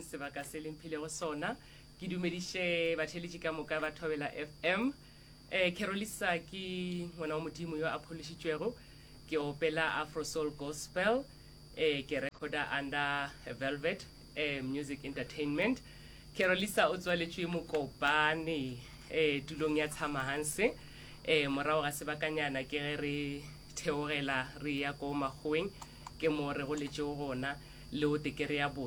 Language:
Northern Sotho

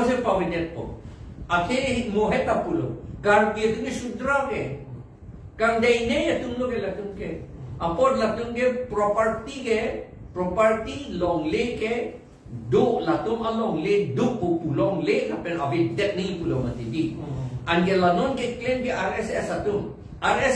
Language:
Karbi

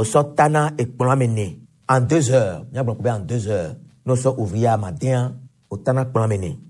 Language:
Gen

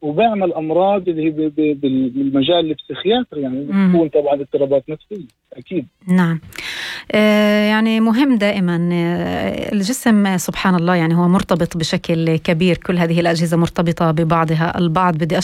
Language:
North Levantine Arabic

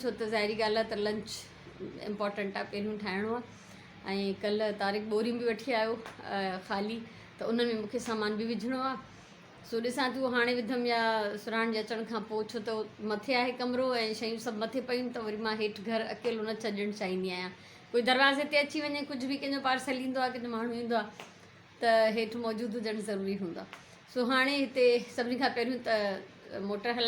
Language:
Sindhi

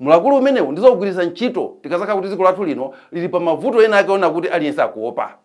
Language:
Nyanja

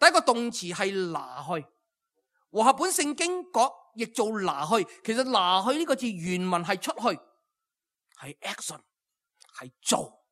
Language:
Cantonese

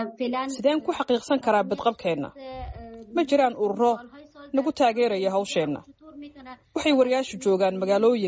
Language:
Somali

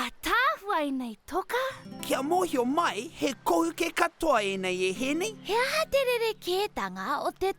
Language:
Māori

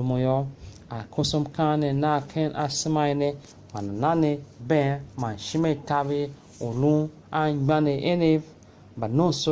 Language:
Tiv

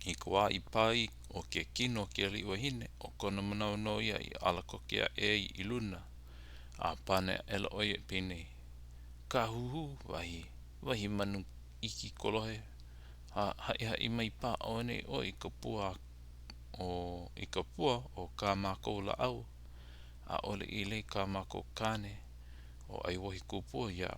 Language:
Hawaiian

